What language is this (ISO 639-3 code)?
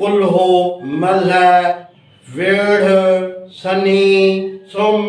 snd